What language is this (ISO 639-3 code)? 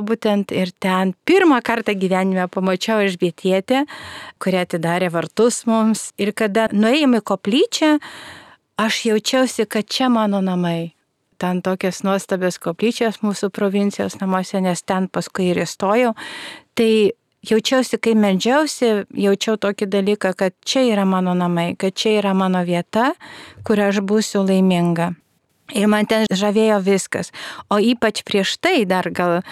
lit